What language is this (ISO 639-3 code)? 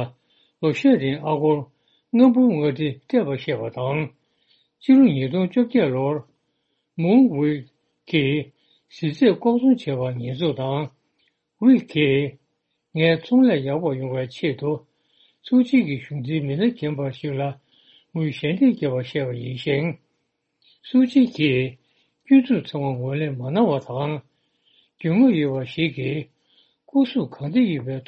bod